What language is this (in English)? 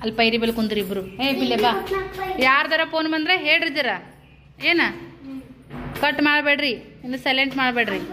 Kannada